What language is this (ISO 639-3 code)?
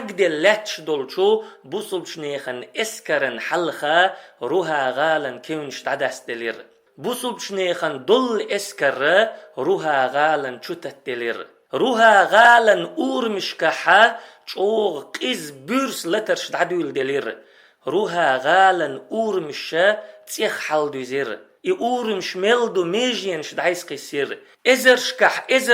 che